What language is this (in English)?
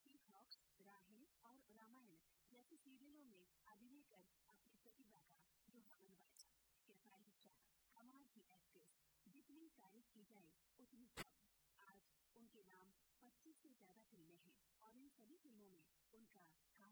Hindi